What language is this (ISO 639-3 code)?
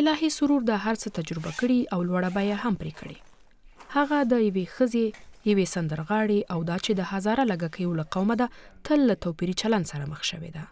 pus